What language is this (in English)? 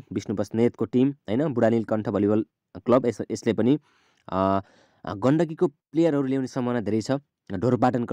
Nepali